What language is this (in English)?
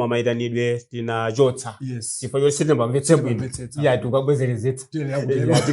Nyanja